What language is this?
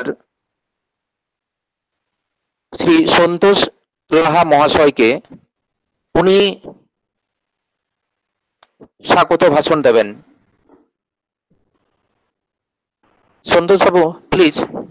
Bangla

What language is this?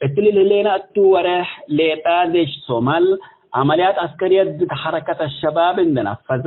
Tigre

